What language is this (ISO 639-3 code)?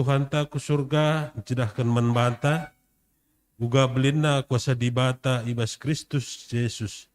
btx